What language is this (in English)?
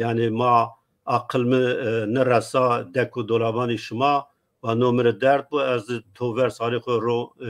Zaza